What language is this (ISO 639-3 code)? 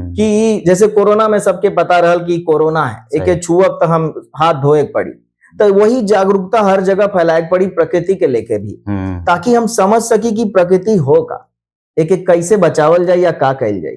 bho